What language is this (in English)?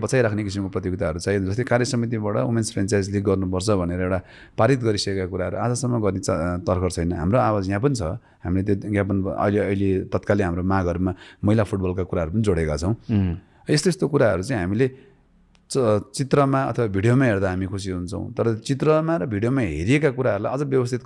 Nepali